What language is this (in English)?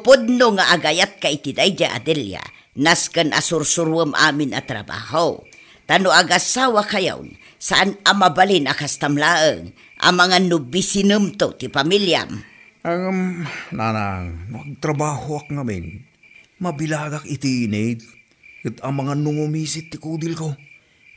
Iloko